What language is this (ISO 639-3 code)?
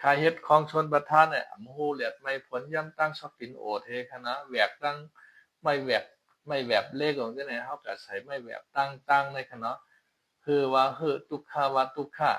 shn